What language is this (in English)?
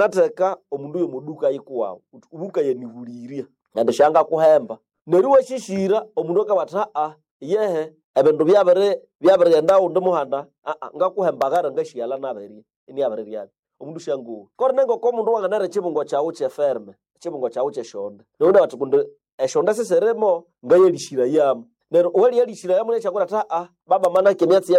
Nande